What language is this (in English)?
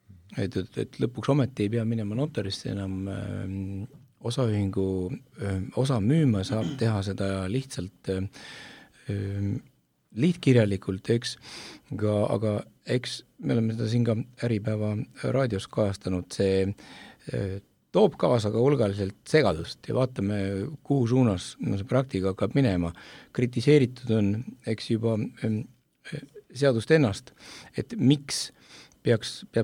Estonian